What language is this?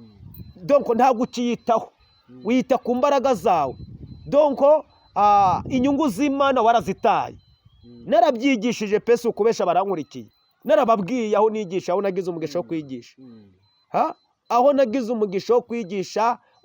Kinyarwanda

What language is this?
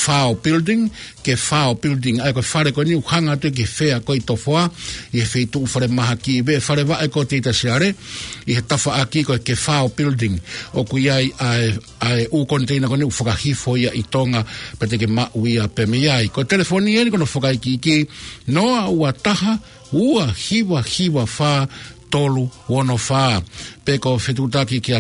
Tongan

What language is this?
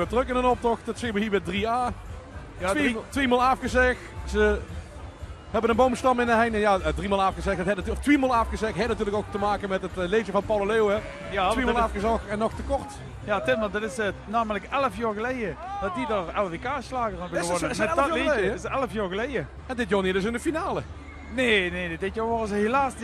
Limburgish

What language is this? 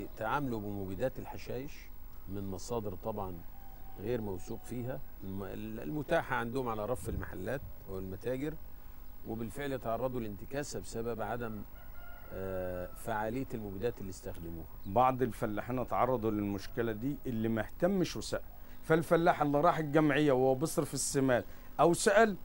Egyptian Arabic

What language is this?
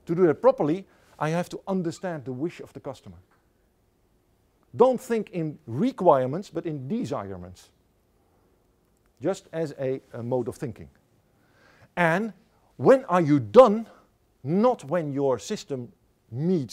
English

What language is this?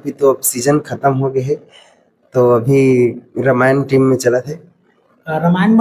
Chhattisgarhi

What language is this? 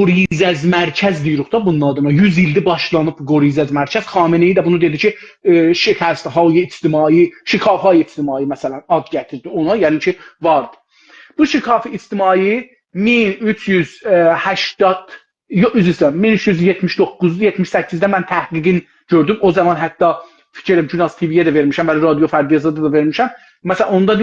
South Azerbaijani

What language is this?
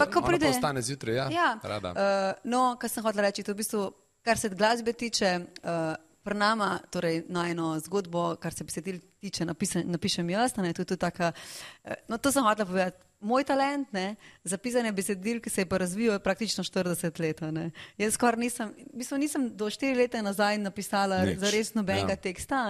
Slovenian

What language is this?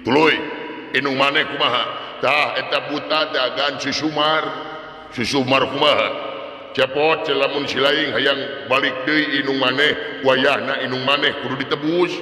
Sundanese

